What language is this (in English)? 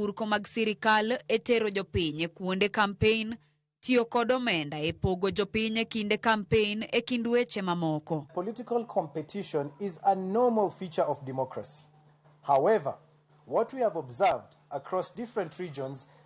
Luo (Kenya and Tanzania)